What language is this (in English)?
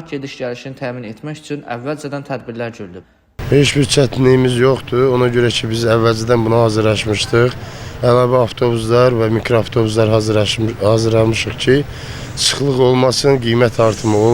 Azerbaijani